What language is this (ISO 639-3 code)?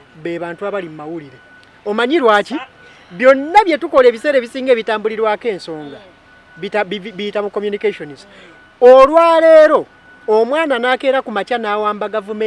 lug